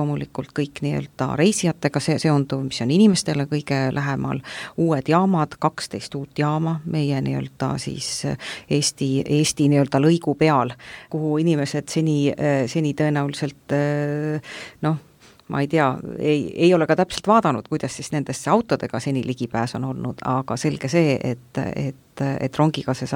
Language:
Estonian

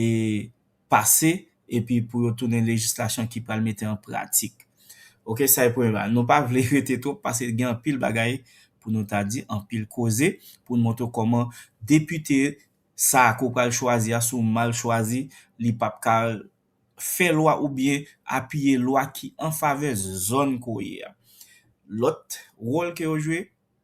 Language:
Haitian Creole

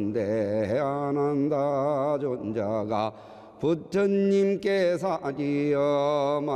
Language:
Korean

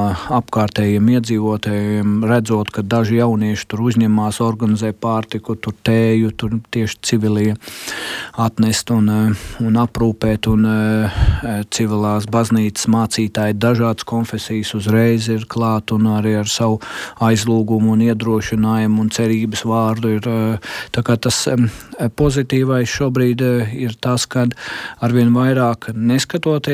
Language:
Latvian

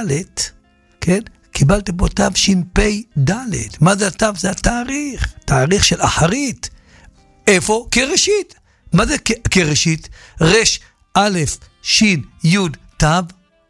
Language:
Hebrew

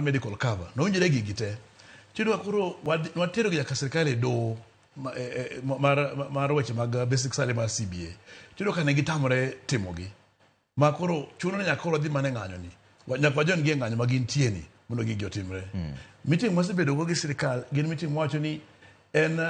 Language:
Luo (Kenya and Tanzania)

